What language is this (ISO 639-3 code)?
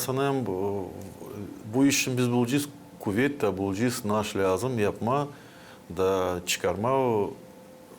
gag